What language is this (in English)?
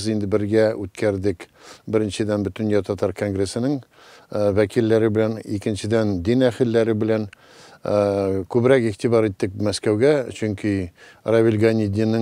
Tatar